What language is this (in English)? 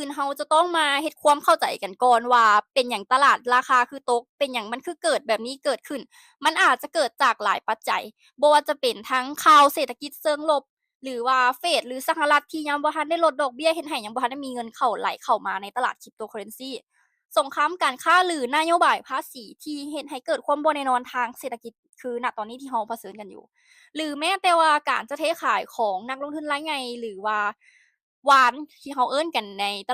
Lao